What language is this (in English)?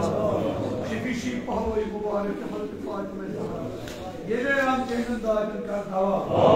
Kashmiri